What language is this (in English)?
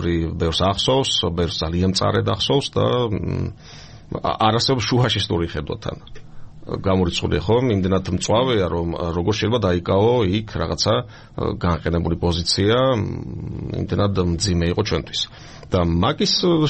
Georgian